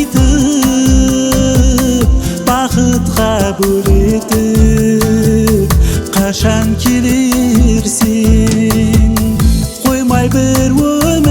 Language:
Kara-Kalpak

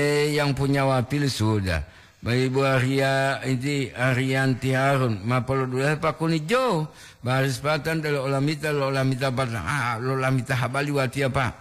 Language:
Gorontalo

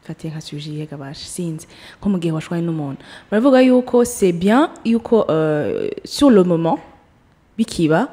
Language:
Rundi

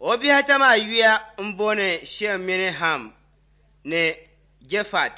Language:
Dagbani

